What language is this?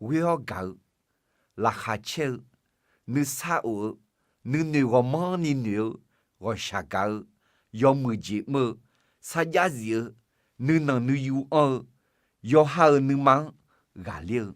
Akha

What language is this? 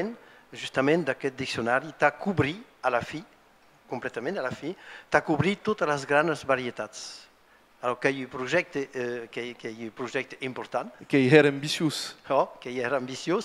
Occitan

